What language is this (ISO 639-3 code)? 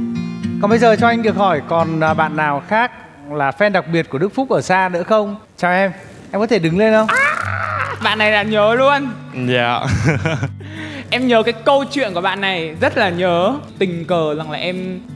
vie